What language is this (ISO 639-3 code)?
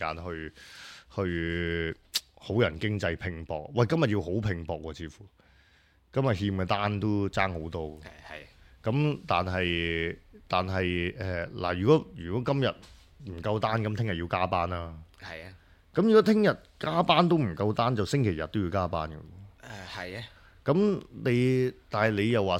yue